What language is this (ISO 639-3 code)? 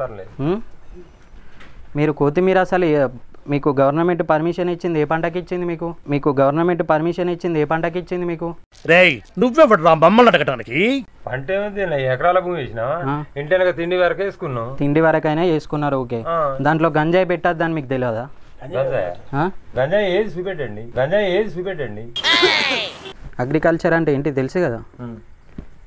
tel